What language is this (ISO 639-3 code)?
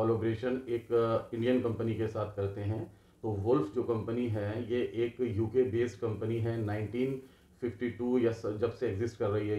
hin